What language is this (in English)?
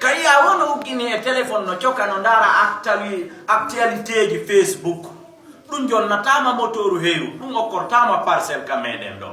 Fula